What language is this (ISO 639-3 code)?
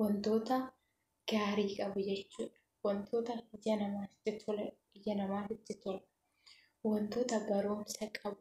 orm